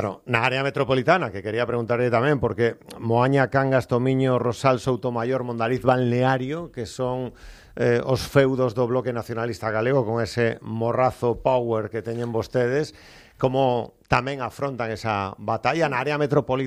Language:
Galician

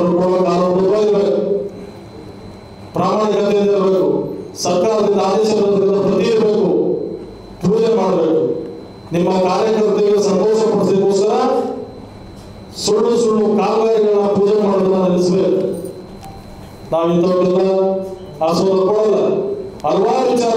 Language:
Kannada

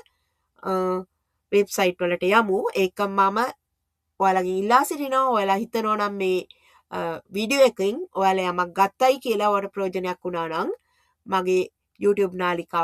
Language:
Sinhala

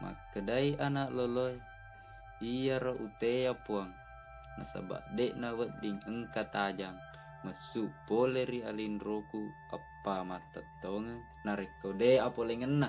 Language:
Buginese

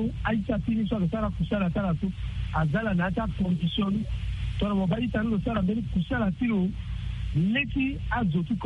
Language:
Sango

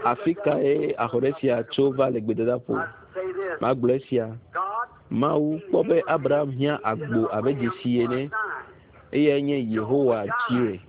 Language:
Ewe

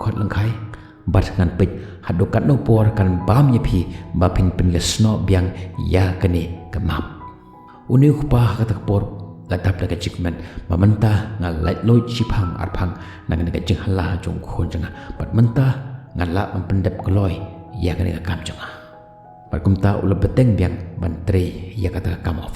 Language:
Khasi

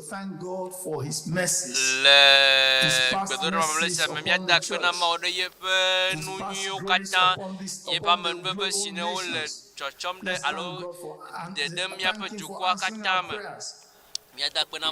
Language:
Ewe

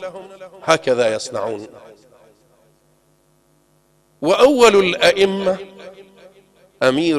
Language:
Arabic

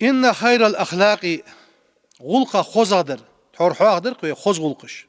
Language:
Ingush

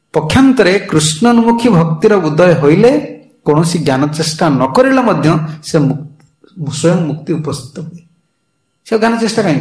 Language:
Odia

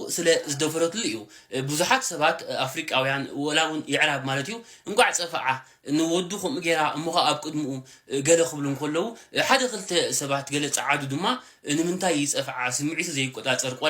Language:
Tigrinya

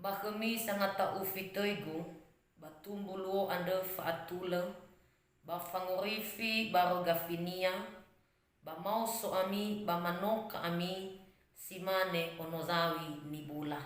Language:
Nias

